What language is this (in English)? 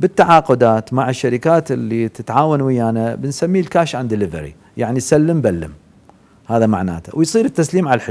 Mesopotamian Arabic